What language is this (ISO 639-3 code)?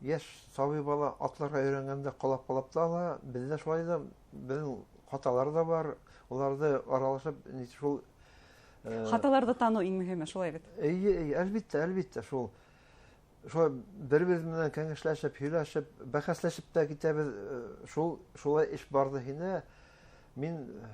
bak